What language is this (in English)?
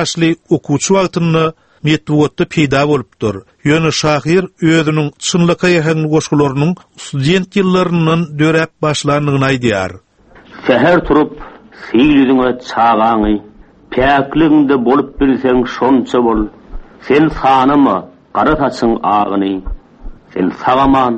Turkmen